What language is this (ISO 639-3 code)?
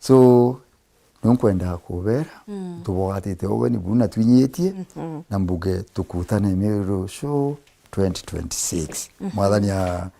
mer